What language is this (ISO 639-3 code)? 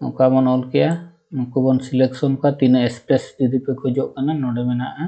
sat